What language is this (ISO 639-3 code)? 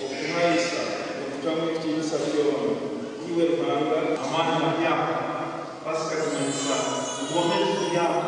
nyn